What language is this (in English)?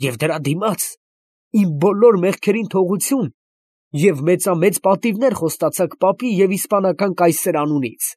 Armenian